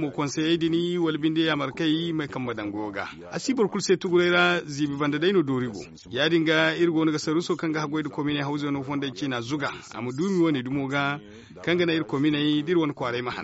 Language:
Zarma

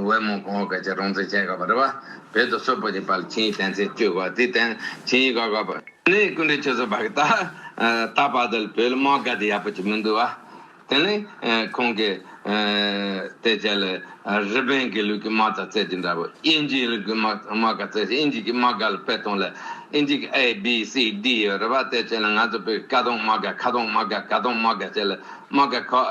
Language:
Tibetan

